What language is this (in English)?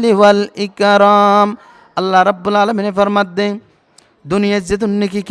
Rohingya